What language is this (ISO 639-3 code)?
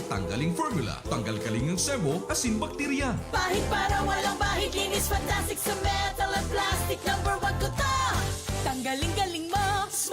bik